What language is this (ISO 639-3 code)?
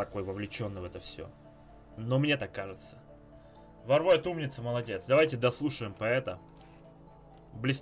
rus